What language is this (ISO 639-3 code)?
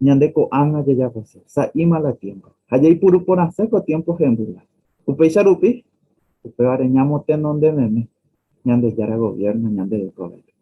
grn